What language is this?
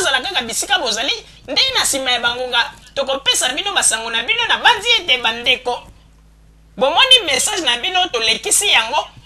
Lingala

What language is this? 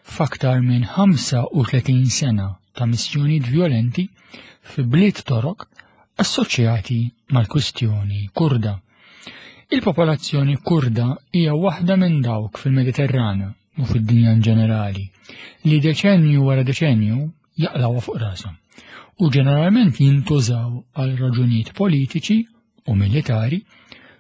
Maltese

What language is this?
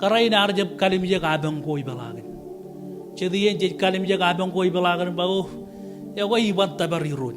Marshallese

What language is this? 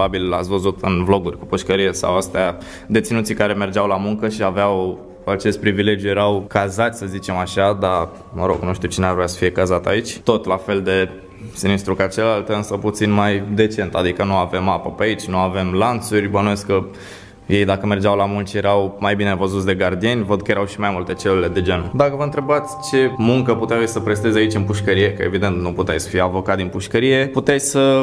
Romanian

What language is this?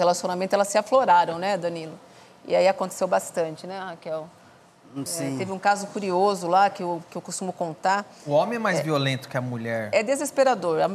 Portuguese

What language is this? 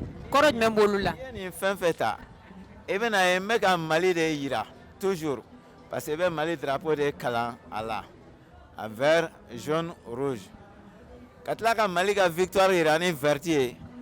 Bambara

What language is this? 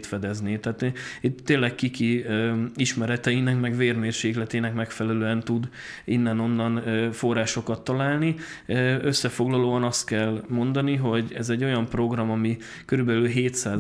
Hungarian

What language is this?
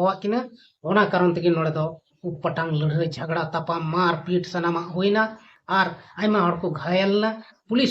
Santali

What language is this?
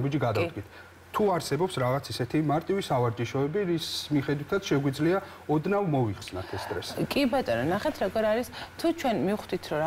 Georgian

